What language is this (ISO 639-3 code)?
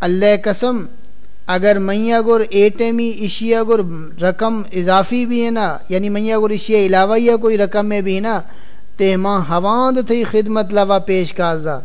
skr